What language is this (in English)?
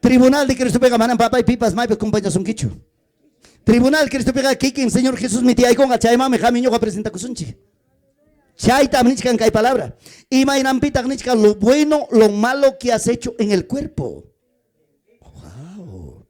Ayacucho Quechua